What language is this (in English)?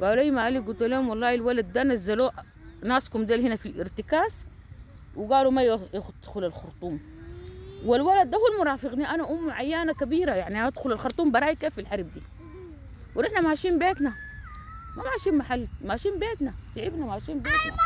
Sudanese Arabic